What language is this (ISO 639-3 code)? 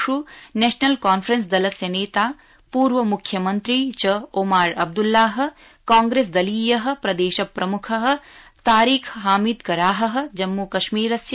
san